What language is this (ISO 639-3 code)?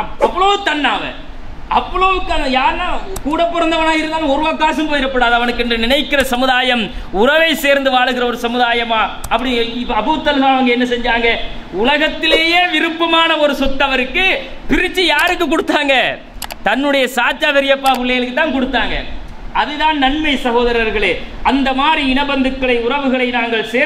tam